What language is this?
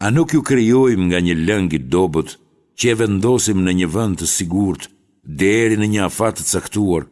Albanian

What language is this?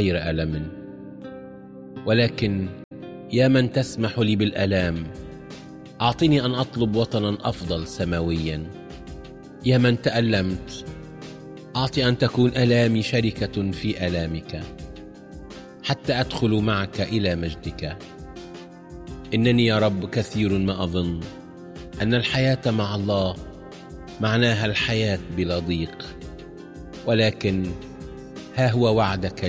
Arabic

